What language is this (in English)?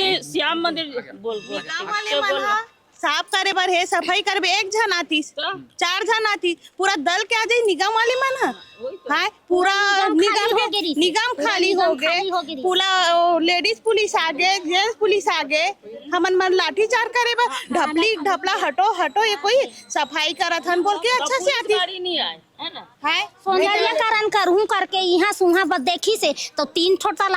Chhattisgarhi